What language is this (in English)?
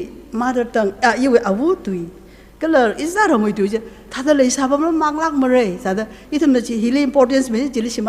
Tangkhul Naga (India)